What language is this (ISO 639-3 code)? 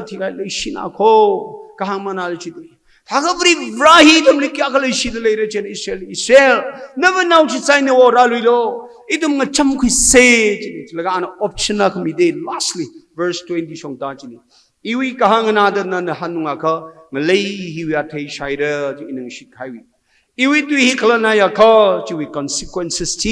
nmf